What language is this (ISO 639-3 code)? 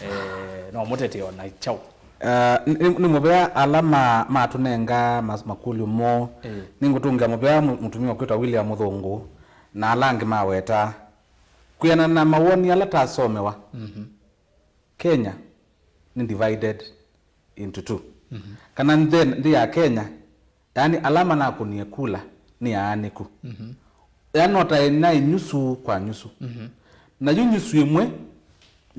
kam